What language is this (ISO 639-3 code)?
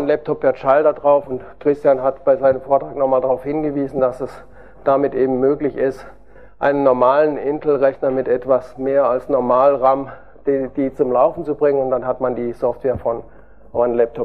deu